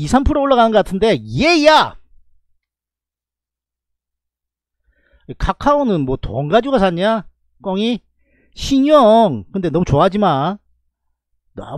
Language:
Korean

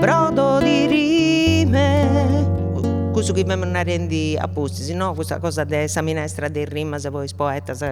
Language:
Sardinian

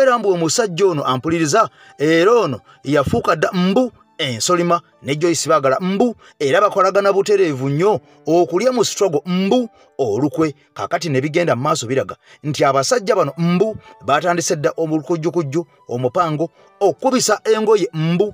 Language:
Ganda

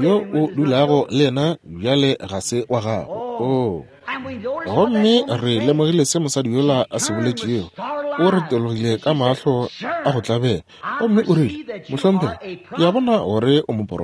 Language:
Northern Sotho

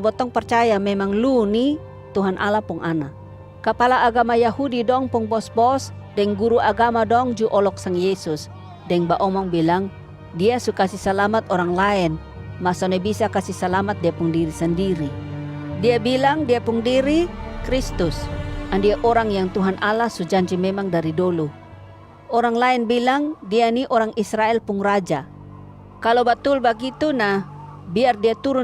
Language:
Kupang Malay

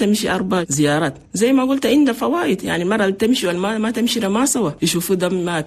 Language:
Chadian Arabic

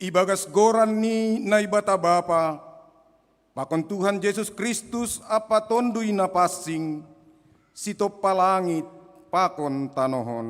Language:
Batak Simalungun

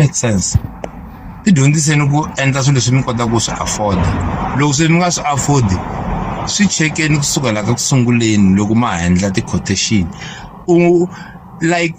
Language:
Tsonga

